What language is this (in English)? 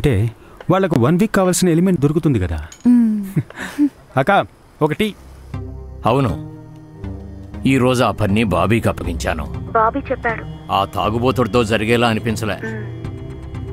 Telugu